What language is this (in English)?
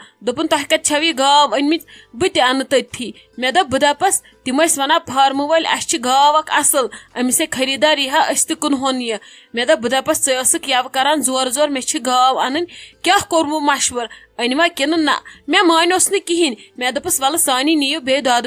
Kashmiri